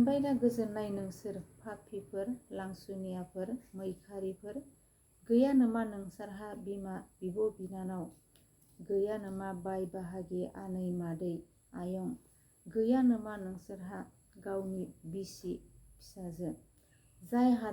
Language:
Bodo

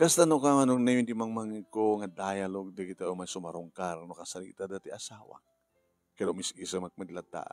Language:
Iloko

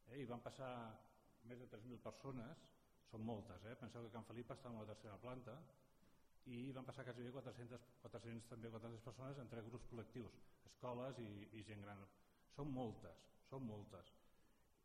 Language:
Catalan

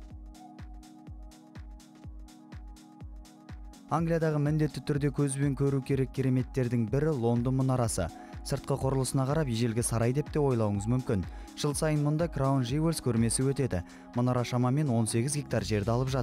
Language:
Kazakh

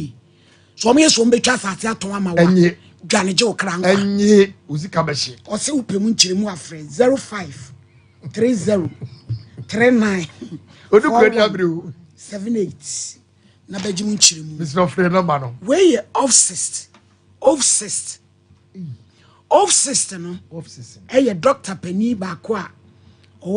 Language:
Akan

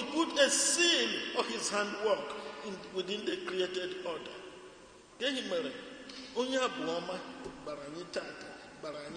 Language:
Igbo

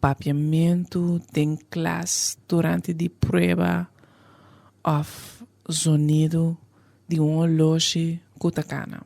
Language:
Papiamento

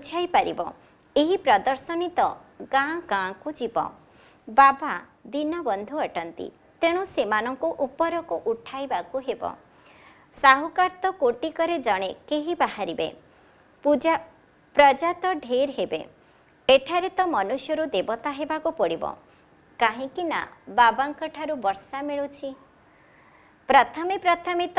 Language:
Odia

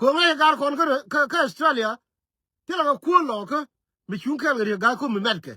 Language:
Nuer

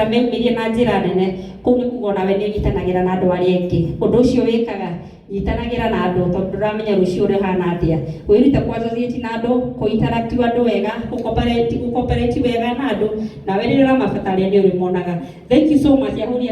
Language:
Kikuyu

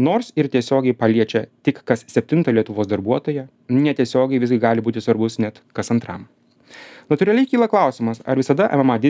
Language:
Lithuanian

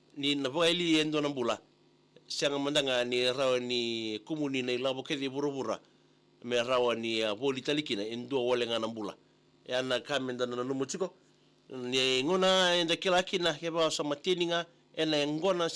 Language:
Fijian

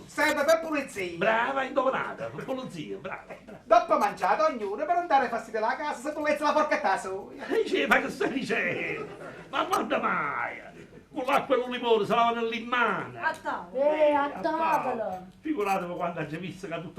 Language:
Neapolitan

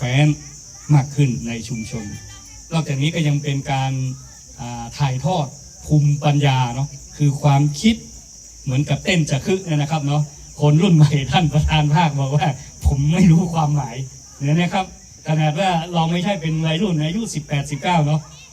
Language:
Lahu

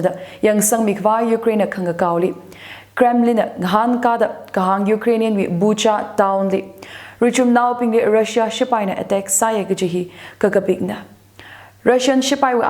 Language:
Tangkhul Naga (India)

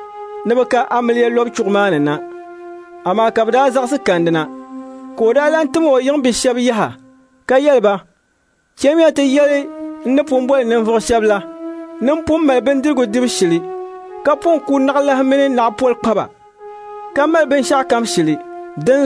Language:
Dagbani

